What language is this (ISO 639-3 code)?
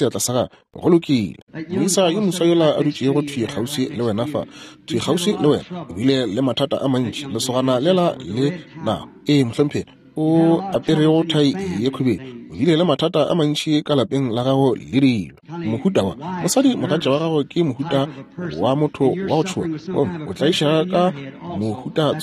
nso